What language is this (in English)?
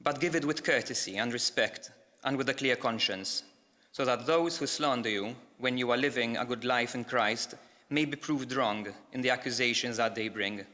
English